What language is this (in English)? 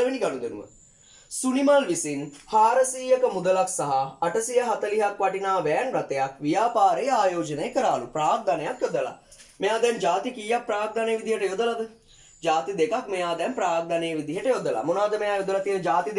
Sinhala